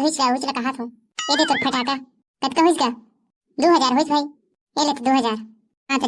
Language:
Chhattisgarhi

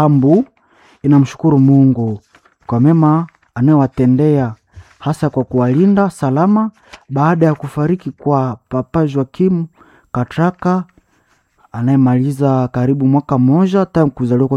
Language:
Swahili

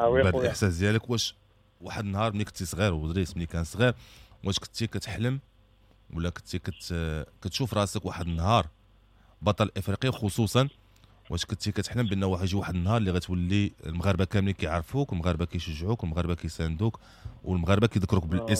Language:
Moroccan Arabic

